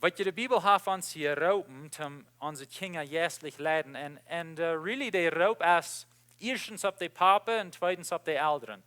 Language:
Plautdietsch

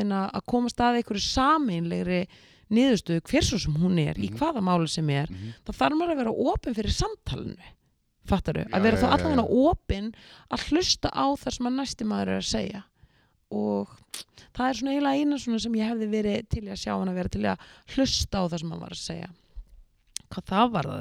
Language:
Icelandic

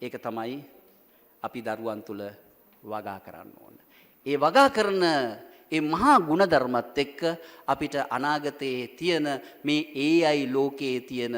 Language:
Sinhala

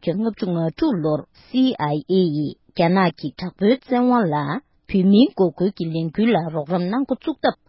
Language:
Tibetan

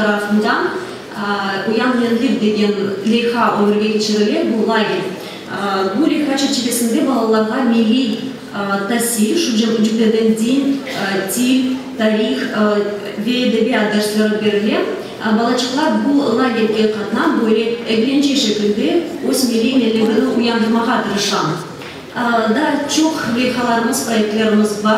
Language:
Crimean Tatar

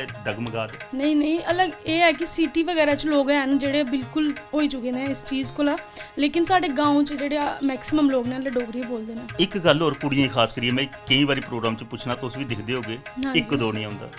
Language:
Dogri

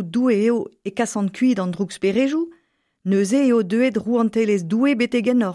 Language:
Breton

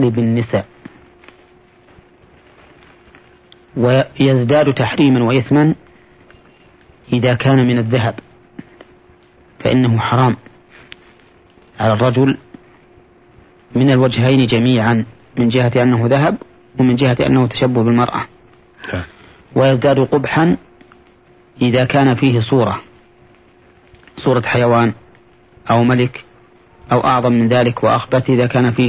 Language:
Arabic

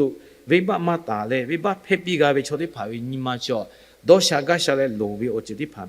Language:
Lahu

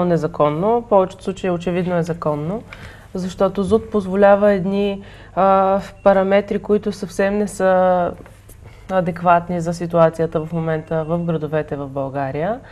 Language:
Bulgarian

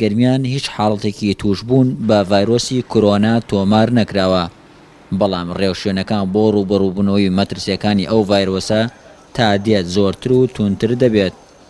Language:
Central Kurdish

